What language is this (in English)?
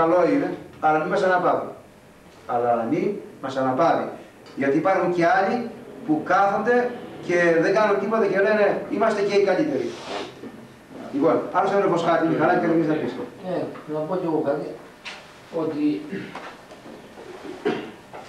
Greek